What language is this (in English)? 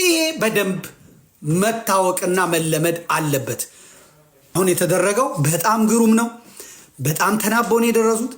Amharic